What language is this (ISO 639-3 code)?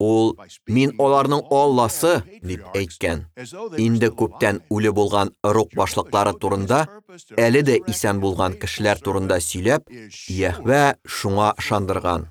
tat